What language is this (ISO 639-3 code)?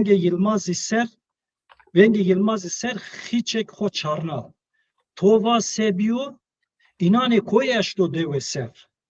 zza